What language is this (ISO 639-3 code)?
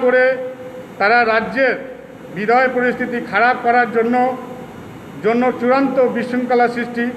ben